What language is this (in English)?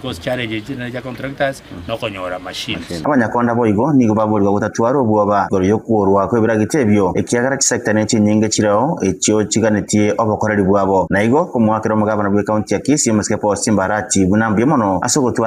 Gusii